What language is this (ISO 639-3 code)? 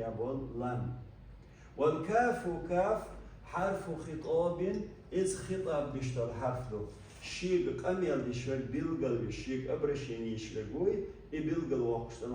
che